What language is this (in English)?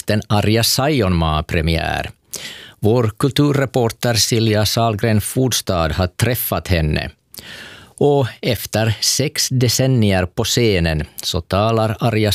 Swedish